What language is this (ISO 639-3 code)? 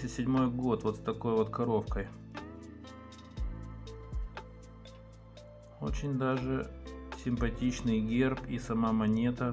rus